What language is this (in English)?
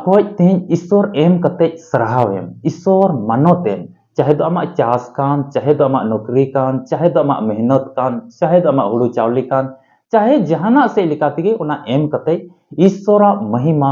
Santali